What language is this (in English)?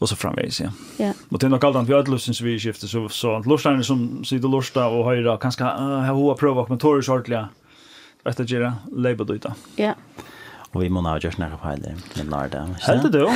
Faroese